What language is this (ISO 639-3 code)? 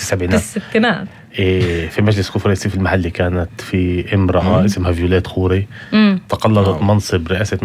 apc